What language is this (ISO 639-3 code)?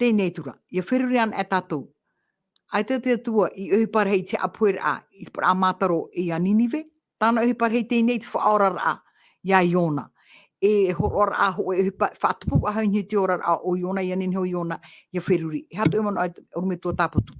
tah